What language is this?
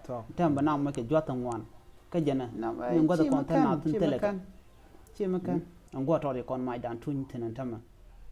Nuer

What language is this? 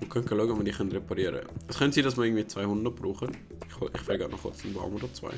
Swiss German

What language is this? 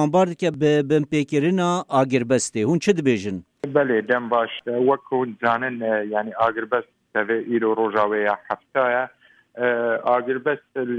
Kurdish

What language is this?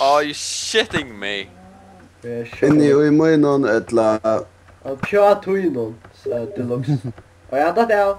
Faroese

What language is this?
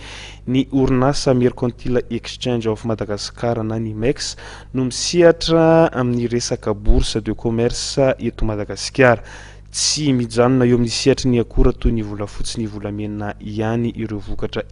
Malagasy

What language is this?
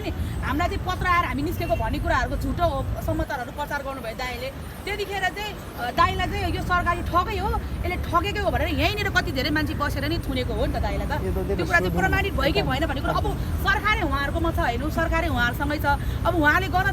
Nepali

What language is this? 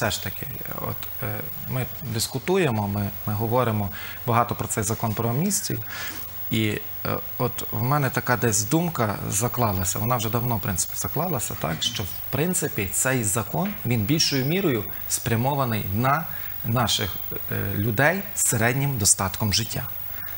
Ukrainian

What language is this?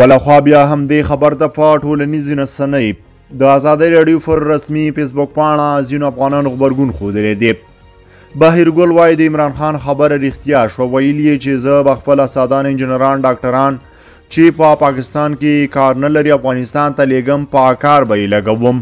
Pashto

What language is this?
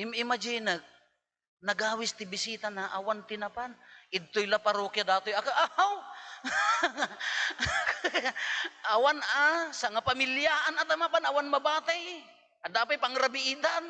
Iloko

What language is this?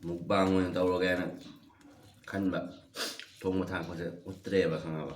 Manipuri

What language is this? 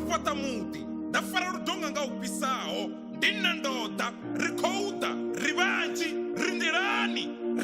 Venda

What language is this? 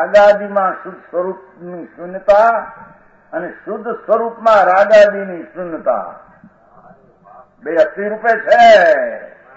Gujarati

